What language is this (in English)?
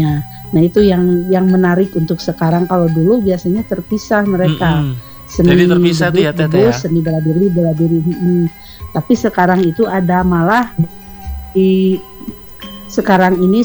Indonesian